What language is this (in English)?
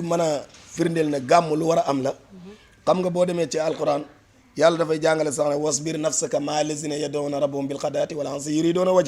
Wolof